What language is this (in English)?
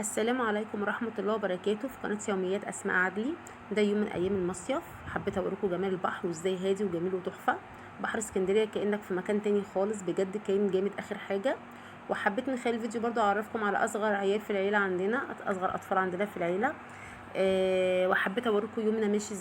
Egyptian Arabic